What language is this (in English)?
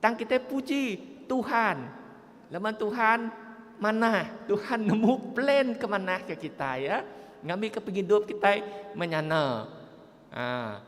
Iban